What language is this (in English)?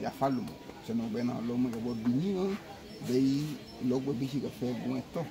Garifuna